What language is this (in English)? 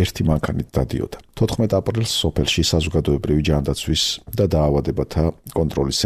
Georgian